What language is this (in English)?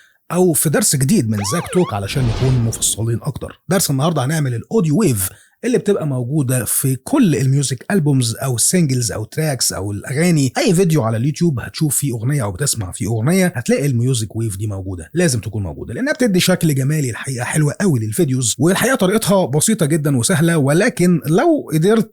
Egyptian Arabic